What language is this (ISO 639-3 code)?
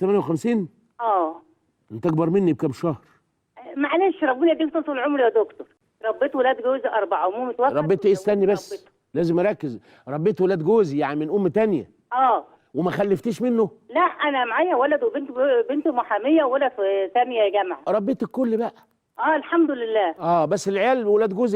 arz